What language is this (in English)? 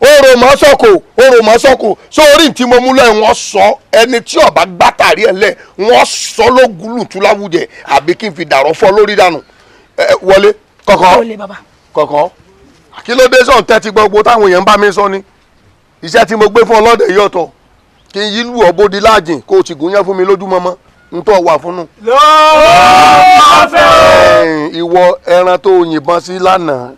Yoruba